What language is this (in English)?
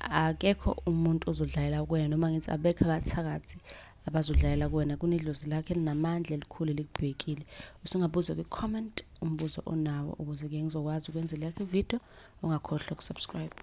Zulu